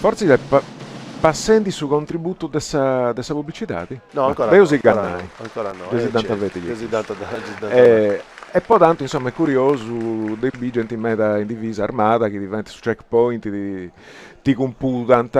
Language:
Sardinian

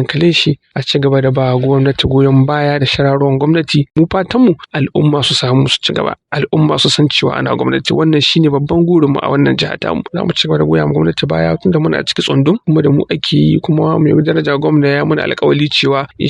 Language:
Hausa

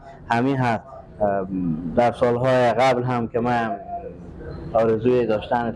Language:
Persian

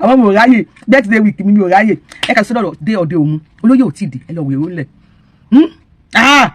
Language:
Yoruba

